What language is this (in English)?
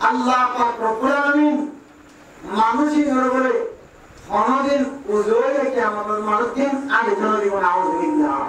Rohingya